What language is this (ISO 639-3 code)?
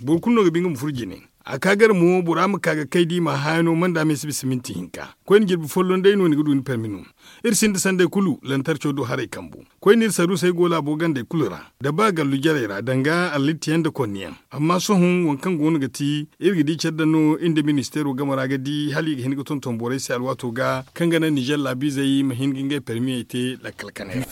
dje